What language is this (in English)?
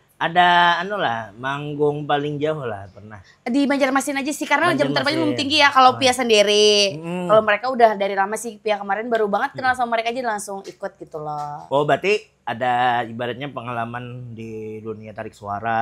Banjar